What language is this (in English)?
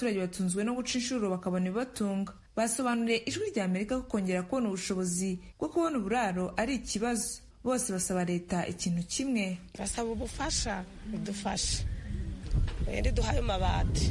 Kinyarwanda